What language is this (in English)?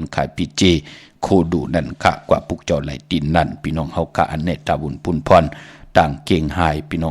Shan